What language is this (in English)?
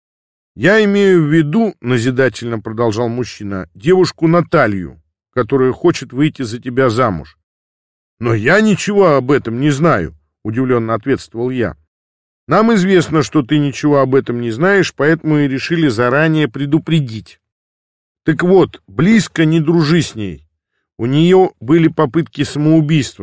Russian